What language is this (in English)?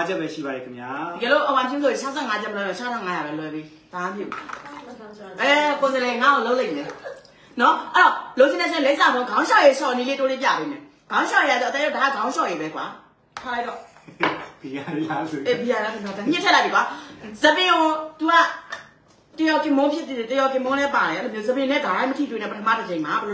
Burmese